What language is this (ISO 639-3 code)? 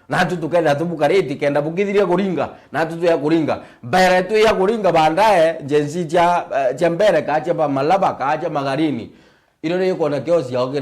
mer